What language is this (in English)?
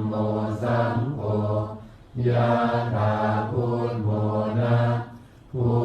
Pali